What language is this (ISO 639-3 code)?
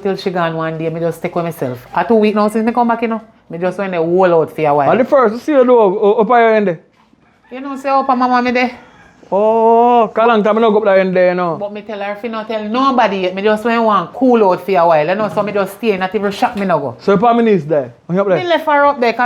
jam